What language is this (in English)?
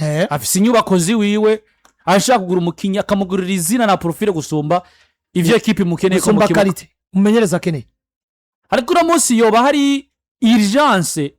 Rundi